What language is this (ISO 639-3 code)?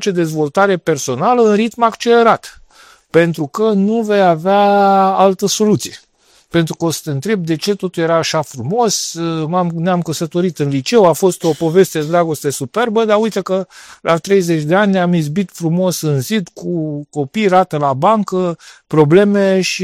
ron